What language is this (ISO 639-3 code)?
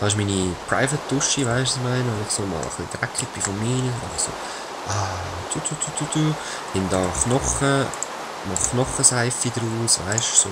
gsw